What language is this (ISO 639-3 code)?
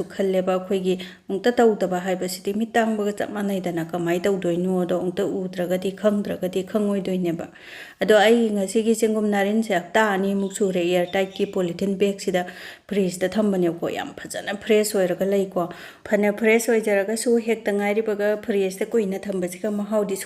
mni